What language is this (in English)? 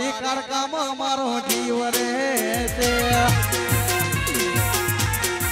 Gujarati